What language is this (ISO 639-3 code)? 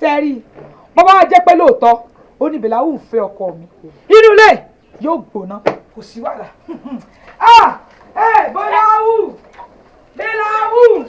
yor